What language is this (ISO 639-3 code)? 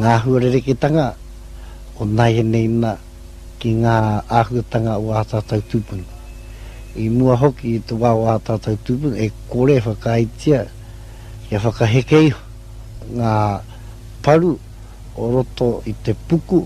mri